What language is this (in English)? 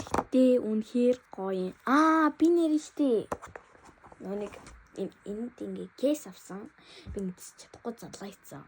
Mongolian